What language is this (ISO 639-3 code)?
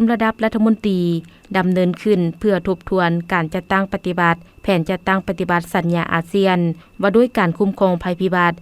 lao